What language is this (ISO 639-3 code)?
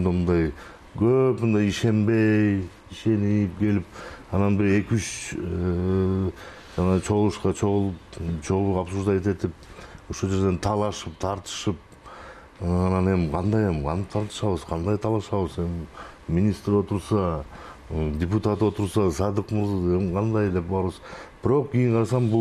kir